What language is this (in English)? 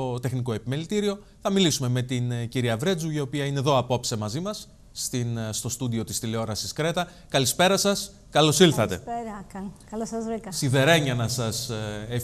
Greek